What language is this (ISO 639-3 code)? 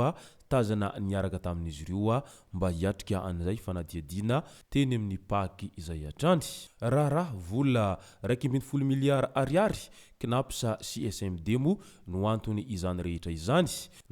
mlg